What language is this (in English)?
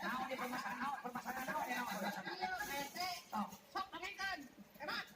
Sundanese